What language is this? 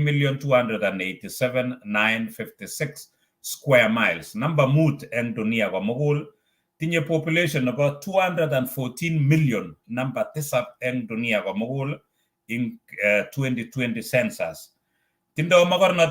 Kalenjin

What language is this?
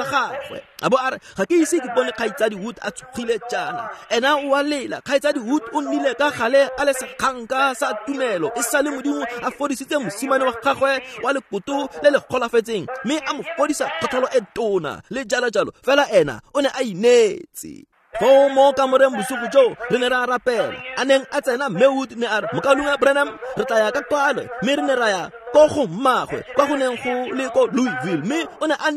Tswana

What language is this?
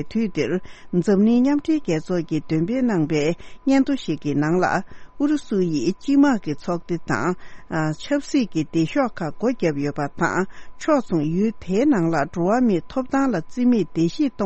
Tibetan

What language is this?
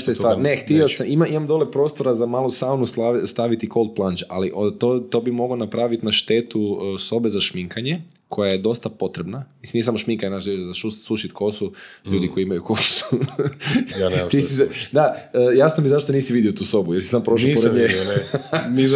Croatian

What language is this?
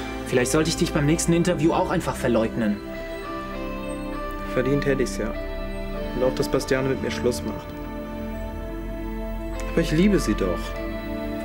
German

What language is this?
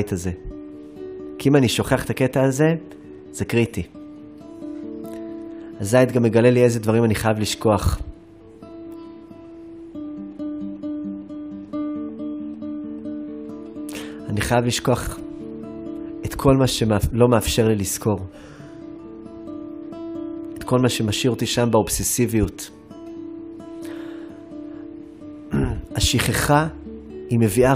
Hebrew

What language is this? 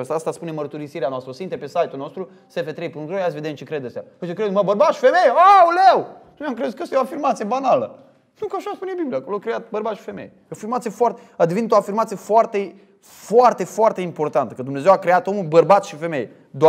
Romanian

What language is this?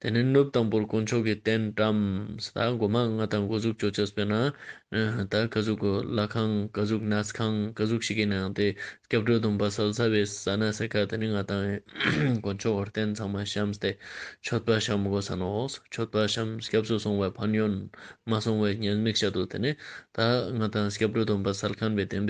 Ladakhi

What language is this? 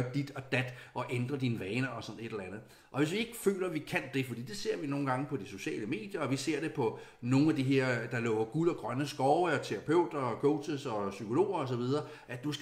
Danish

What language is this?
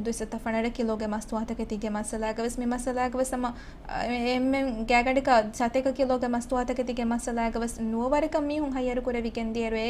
Divehi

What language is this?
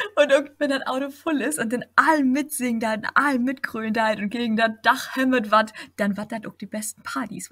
Low German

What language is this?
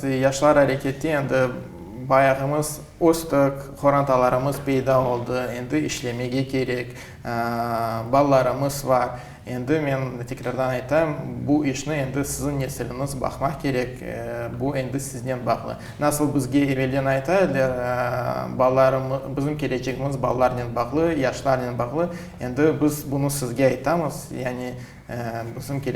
Crimean Tatar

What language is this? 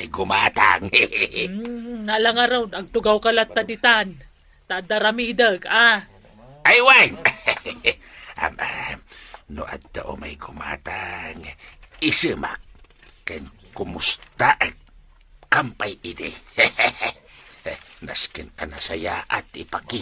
Iloko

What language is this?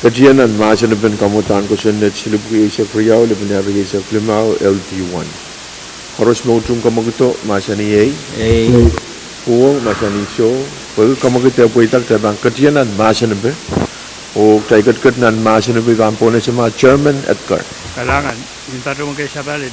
Pohnpeian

